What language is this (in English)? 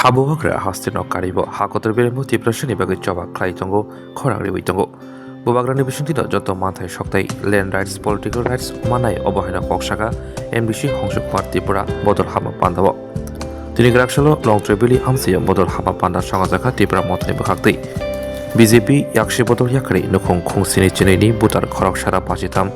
Kok Borok